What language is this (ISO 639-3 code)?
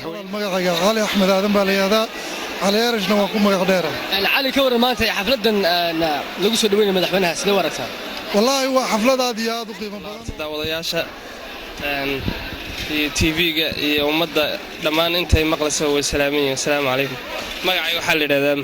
som